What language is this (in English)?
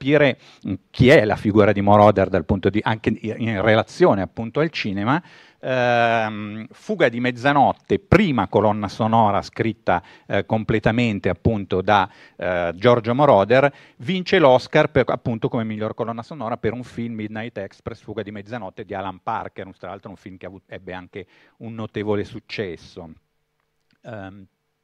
Italian